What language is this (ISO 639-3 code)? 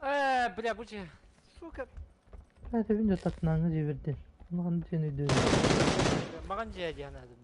sah